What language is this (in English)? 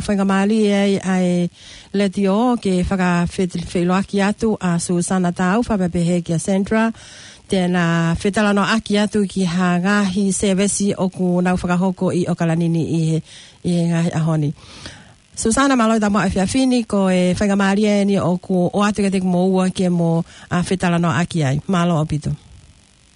Tongan